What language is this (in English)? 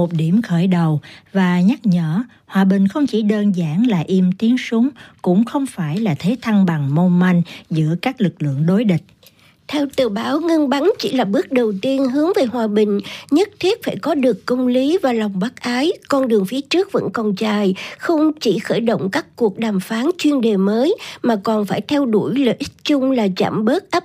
Vietnamese